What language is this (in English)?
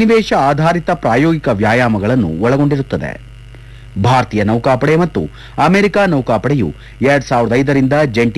Kannada